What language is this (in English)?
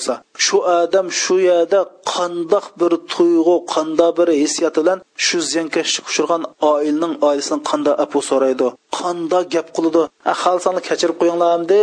Uyghur